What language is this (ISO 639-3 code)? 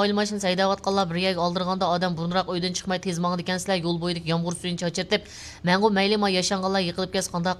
uig